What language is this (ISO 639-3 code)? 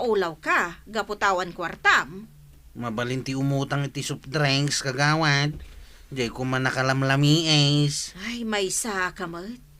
ilo